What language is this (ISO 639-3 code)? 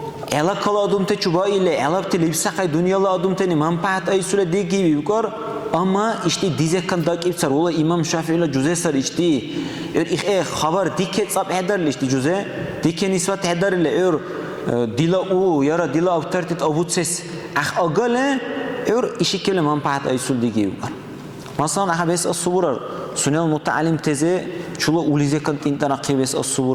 dar